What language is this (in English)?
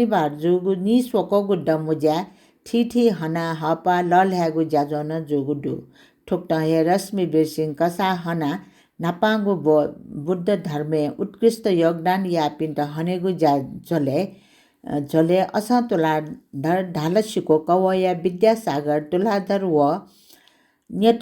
Newari